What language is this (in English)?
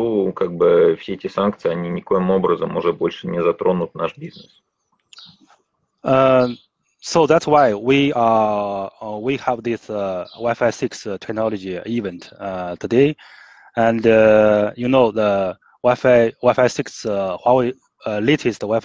Russian